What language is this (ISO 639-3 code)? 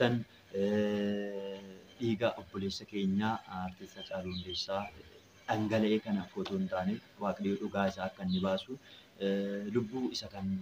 orm